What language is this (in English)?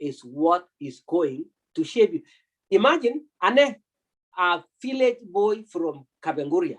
Kalenjin